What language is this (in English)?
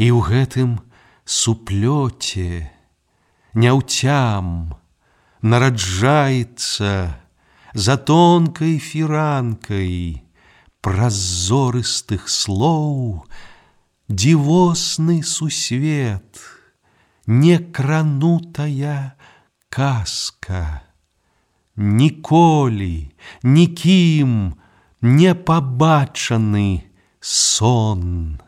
Belarusian